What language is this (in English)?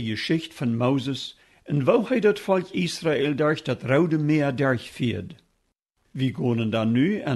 Plautdietsch